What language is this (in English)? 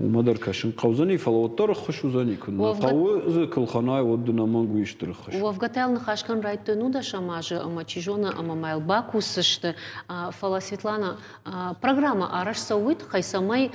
Ossetic